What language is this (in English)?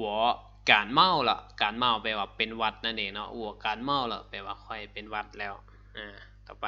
Lao